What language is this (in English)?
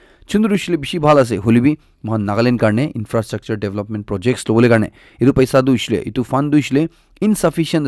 Naga Pidgin